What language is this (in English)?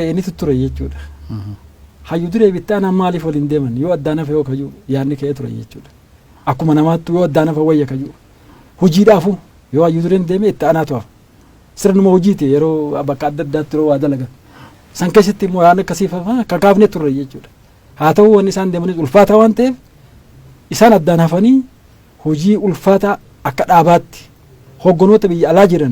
Oromo